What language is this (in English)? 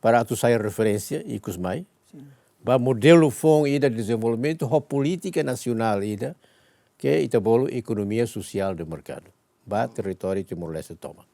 Tetum